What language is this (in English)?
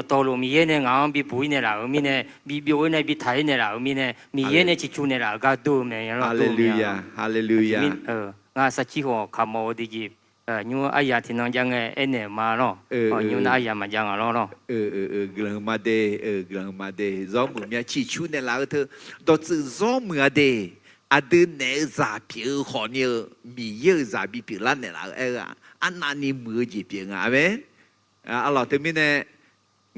Akha